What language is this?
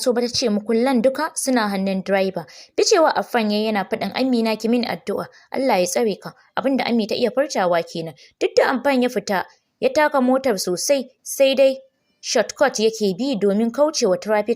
Hausa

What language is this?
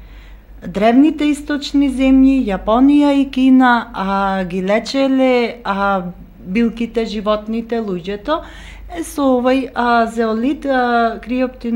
Macedonian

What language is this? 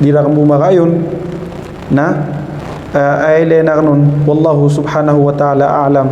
Maranao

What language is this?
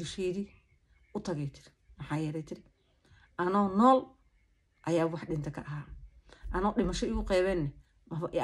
Somali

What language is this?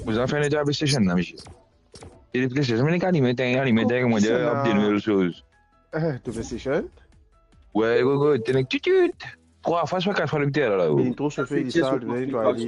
Morisyen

